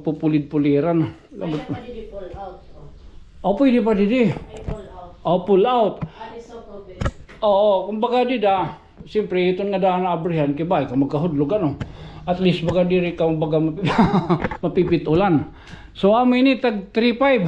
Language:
Waray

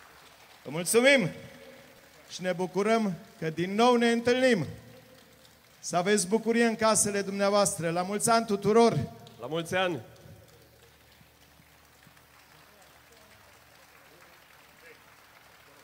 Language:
Romanian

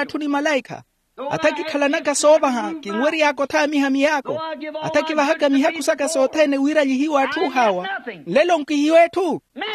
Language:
Makhuwa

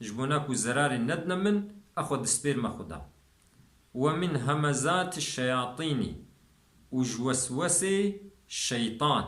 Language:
Kurdish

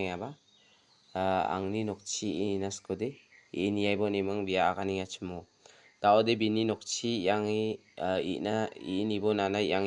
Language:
Garo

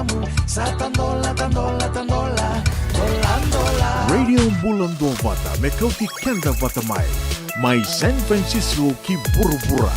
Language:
Fijian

